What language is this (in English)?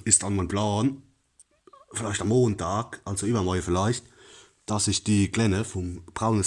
Palatine German